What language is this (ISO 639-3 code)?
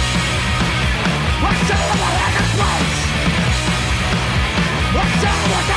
eus